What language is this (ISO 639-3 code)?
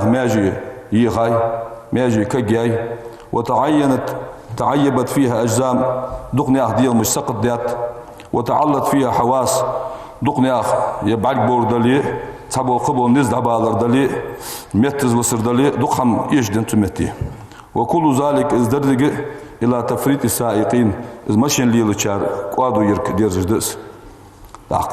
inh